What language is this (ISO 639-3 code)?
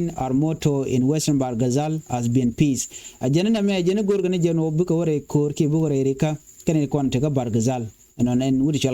nus